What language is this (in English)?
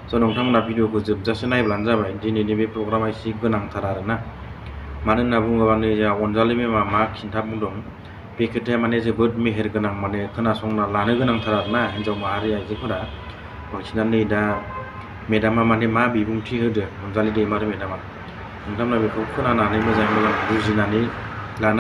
Bodo